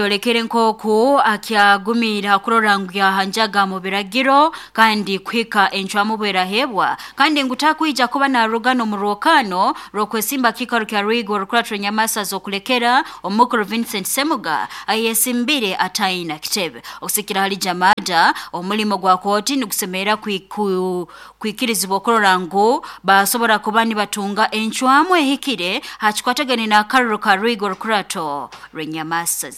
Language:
Nyoro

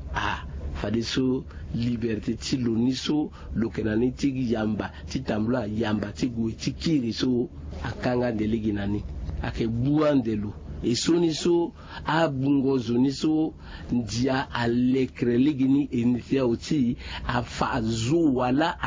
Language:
Sango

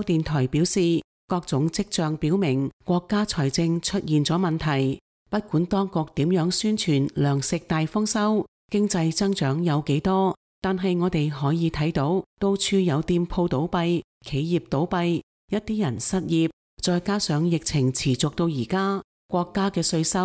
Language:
Cantonese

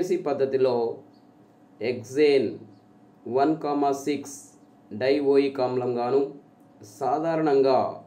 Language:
Telugu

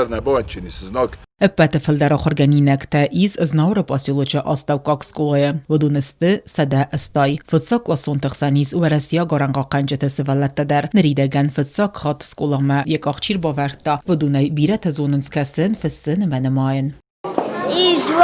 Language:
Ossetic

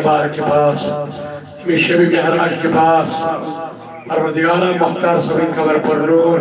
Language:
Kashmiri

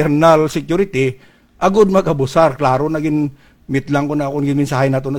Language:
Hiligaynon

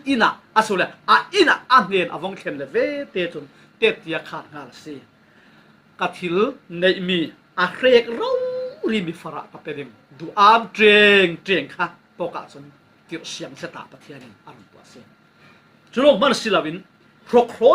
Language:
Falam Chin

